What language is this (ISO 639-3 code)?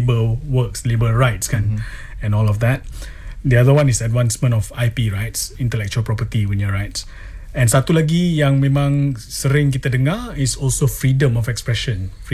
msa